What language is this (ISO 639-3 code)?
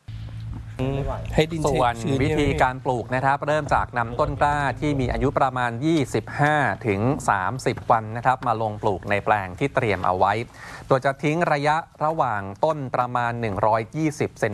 tha